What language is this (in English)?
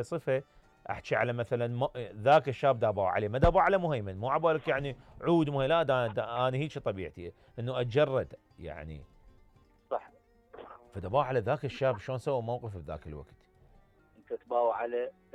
Mesopotamian Arabic